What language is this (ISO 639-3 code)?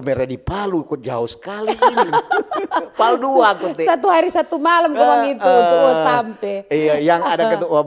xmm